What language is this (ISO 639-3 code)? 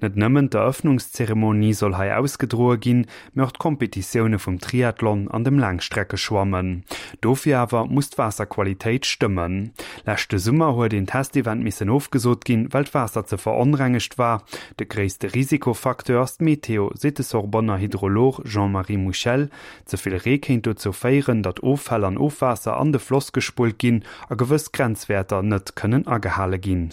ltz